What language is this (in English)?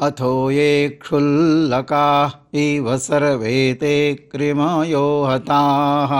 Sanskrit